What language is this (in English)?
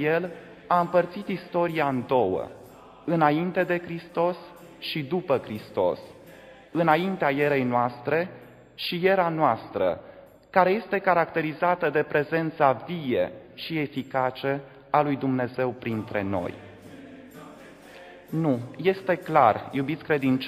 Romanian